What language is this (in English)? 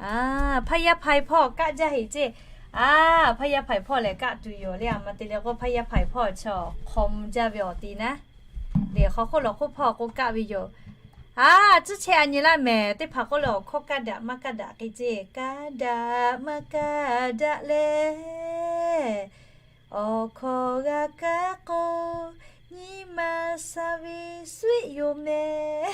Lahu